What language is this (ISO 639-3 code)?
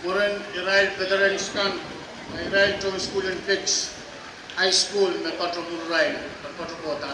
pon